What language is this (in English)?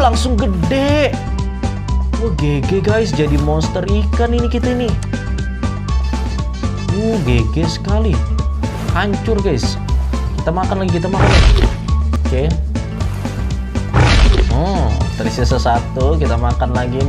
Indonesian